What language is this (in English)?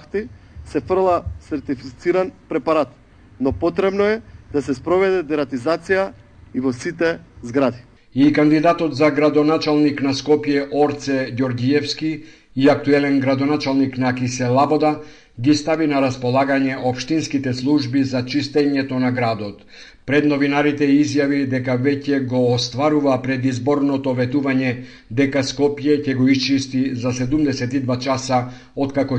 Macedonian